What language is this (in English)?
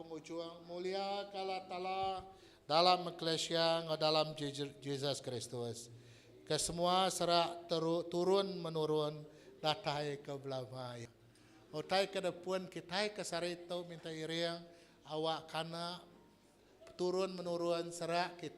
Iban